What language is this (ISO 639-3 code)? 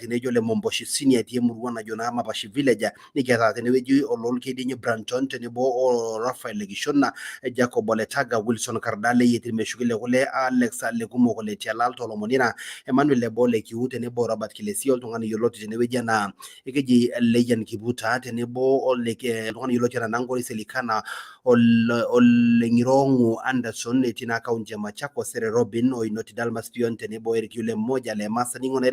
mas